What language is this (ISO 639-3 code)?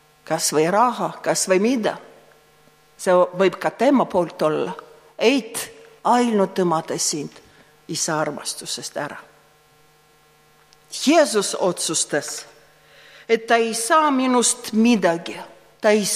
est